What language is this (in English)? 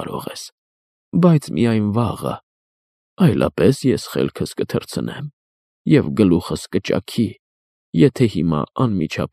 Armenian